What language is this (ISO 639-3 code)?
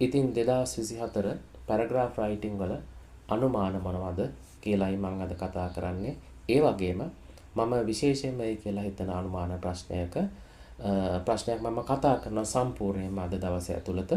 sin